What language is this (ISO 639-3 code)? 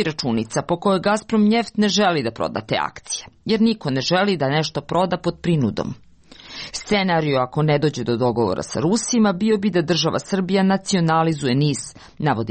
hrv